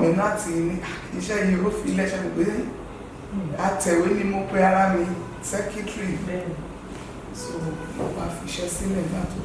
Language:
Yoruba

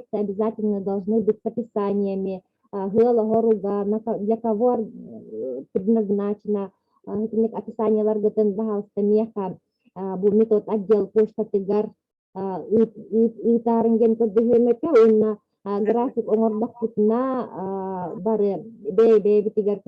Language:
Yakut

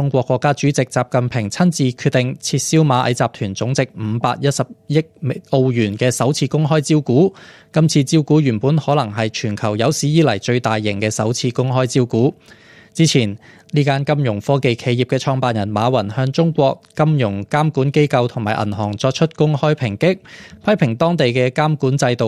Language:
Cantonese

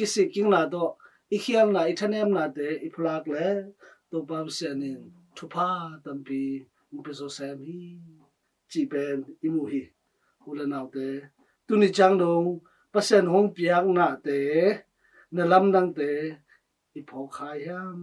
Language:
Tedim Chin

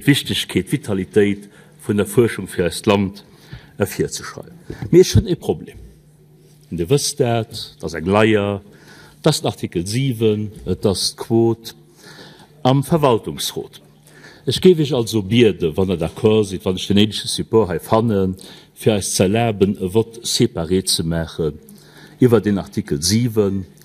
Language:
Luxembourgish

